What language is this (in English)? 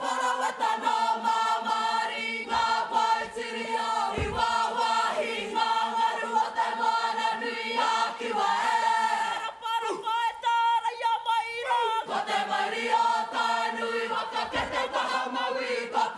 Māori